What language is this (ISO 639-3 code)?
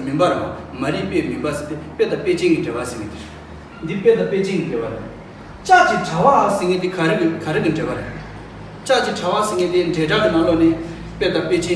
bod